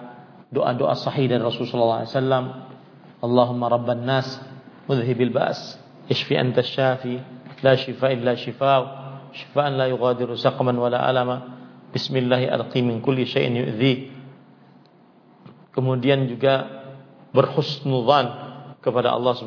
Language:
Indonesian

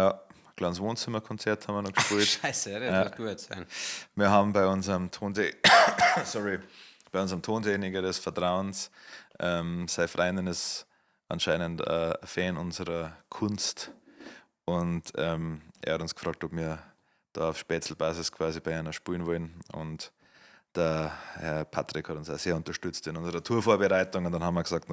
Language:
Bavarian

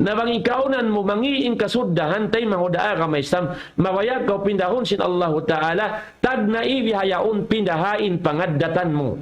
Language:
Tausug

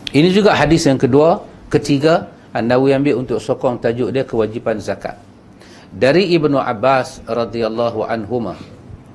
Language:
Malay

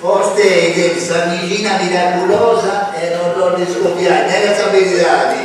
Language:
Sardinian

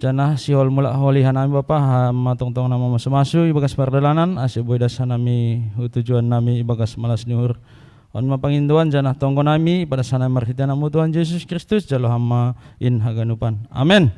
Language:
Batak Simalungun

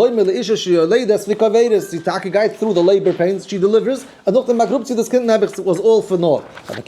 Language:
Yiddish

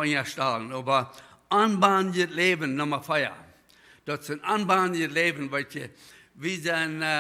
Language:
Plautdietsch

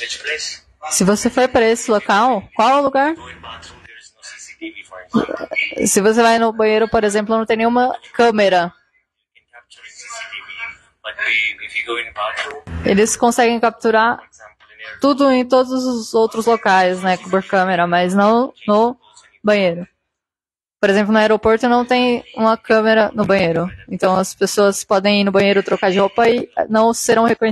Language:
Portuguese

